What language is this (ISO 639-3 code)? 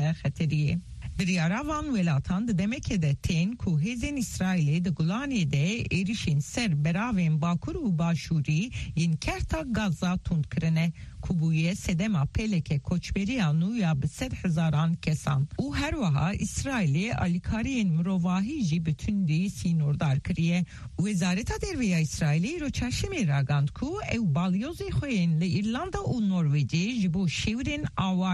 kur